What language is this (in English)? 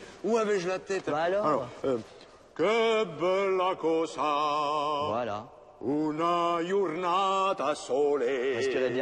French